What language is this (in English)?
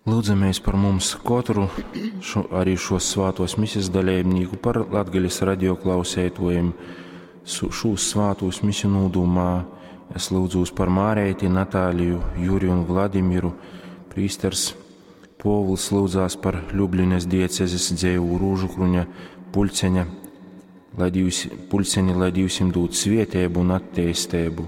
Latgalian